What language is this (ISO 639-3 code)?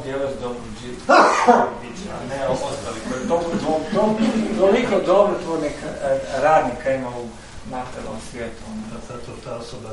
hrv